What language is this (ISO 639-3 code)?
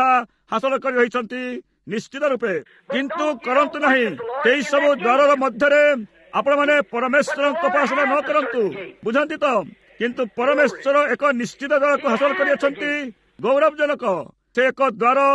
ori